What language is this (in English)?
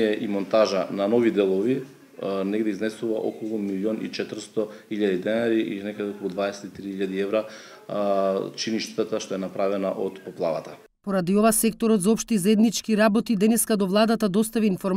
Macedonian